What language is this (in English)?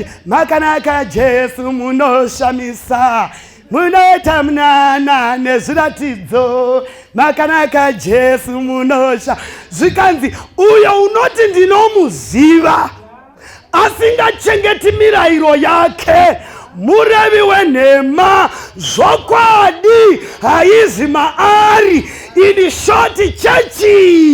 Shona